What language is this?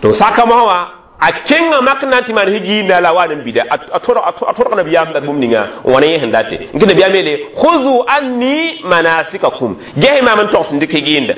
Mossi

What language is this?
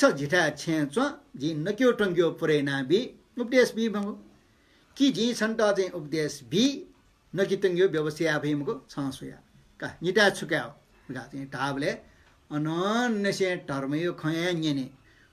Newari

